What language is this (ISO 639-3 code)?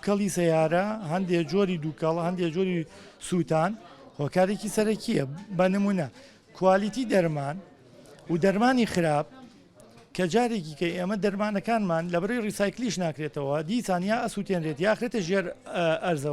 ckb